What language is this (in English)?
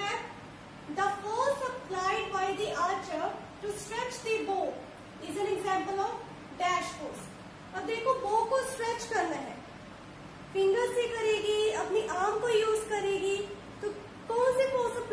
Hindi